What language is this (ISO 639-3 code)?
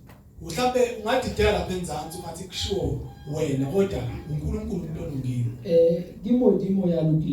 zul